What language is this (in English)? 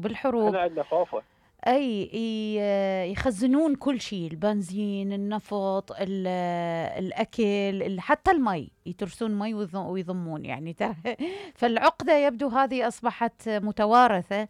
Mesopotamian Arabic